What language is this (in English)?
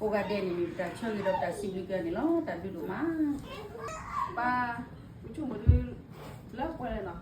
S'gaw Karen